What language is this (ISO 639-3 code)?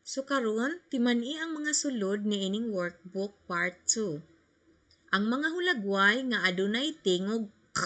ceb